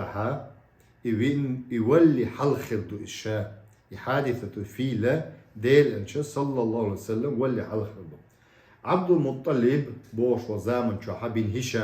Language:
Chechen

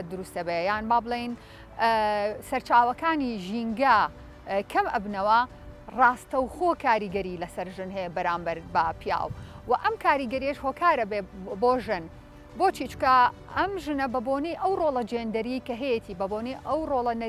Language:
Central Kurdish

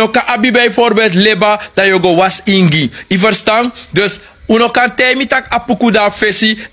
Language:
Sranan Tongo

